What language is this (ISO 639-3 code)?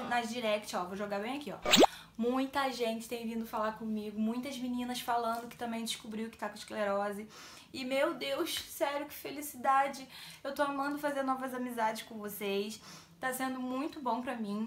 por